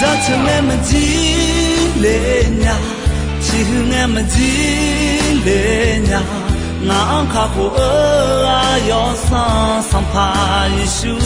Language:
Akha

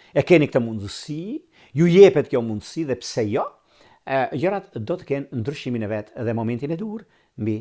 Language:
Albanian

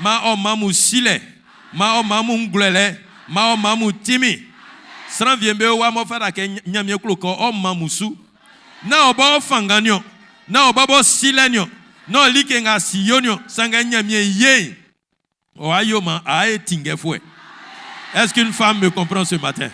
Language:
Baoulé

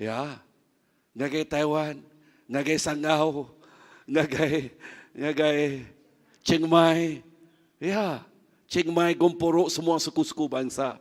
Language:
Iban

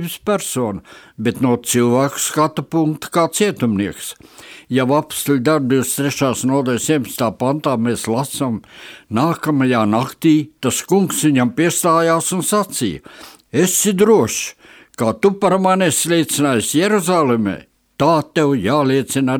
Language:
Latvian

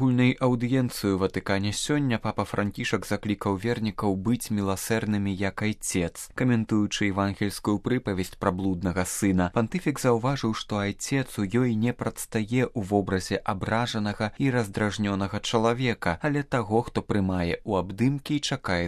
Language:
Belarusian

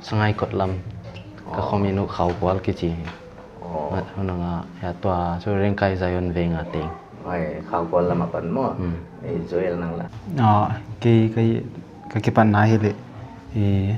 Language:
Paite Chin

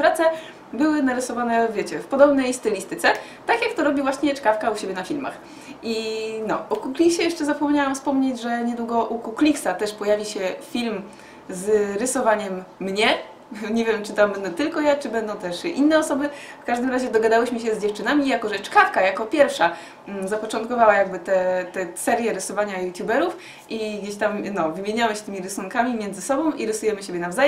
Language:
Polish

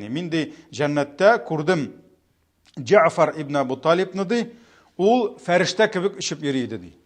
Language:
Tatar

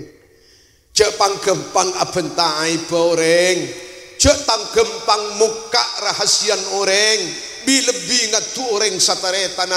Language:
Madurese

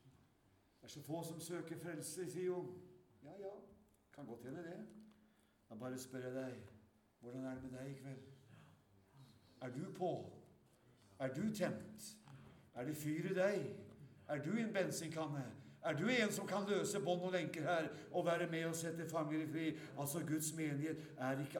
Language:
Norwegian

